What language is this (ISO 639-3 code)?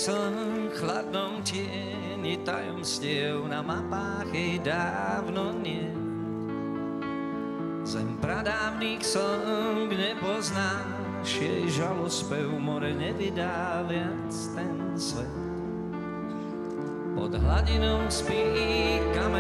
slk